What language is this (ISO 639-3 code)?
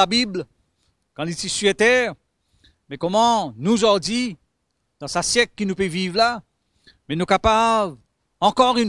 mfe